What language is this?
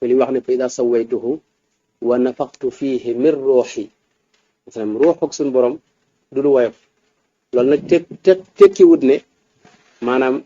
Wolof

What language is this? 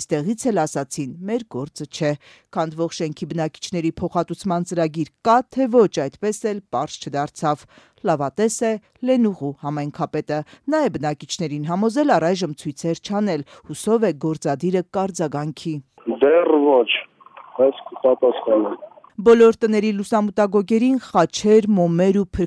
Armenian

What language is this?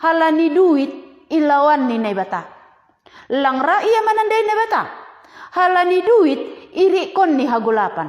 Batak Simalungun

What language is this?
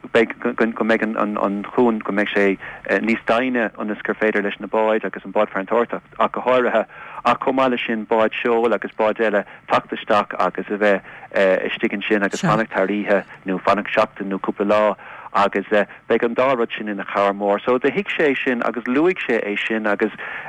Irish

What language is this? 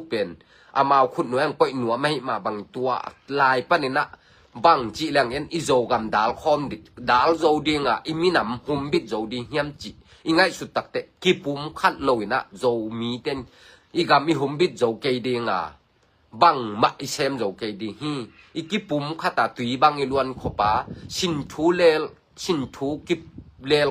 Tedim Chin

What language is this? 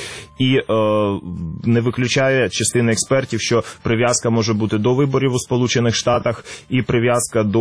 Ukrainian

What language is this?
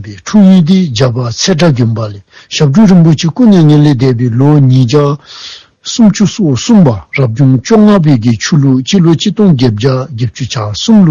Dzongkha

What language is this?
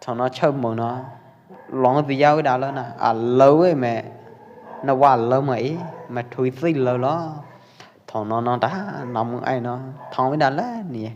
Pwo Eastern Karen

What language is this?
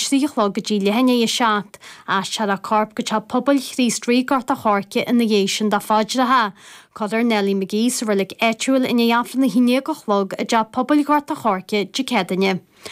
Irish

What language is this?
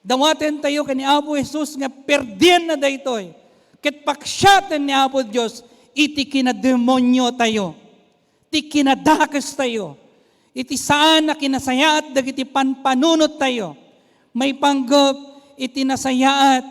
Iloko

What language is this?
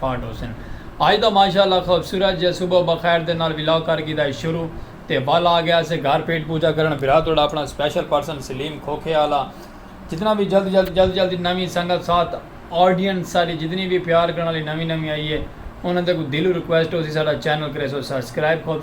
Saraiki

